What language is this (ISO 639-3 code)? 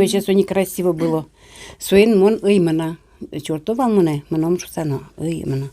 udm